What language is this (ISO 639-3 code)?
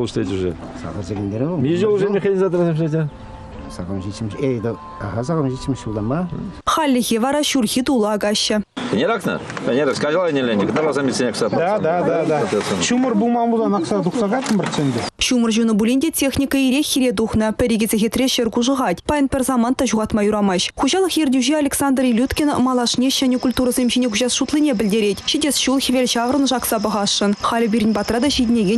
chv